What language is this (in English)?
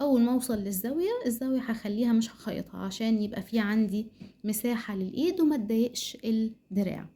Egyptian Arabic